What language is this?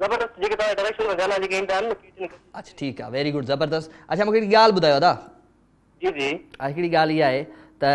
Sindhi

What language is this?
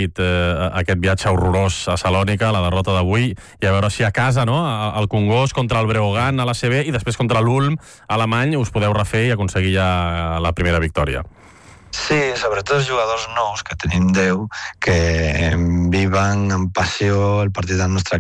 Catalan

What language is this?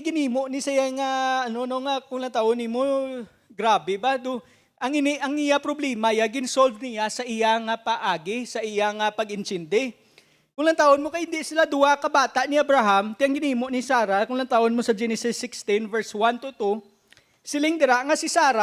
Hiligaynon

